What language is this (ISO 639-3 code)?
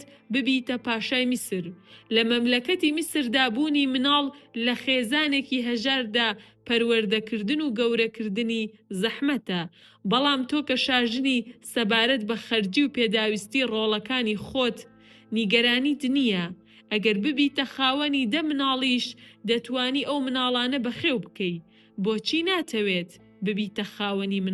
ckb